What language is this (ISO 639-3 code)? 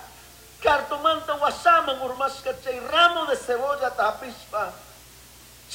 qug